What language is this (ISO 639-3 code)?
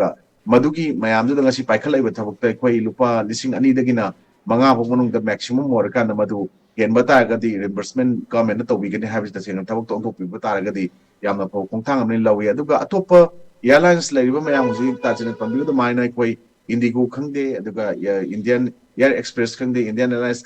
mni